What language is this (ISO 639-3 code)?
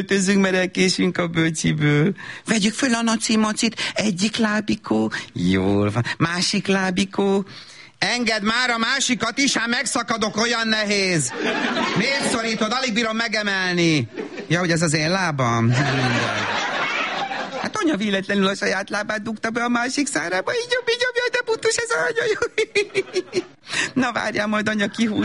hun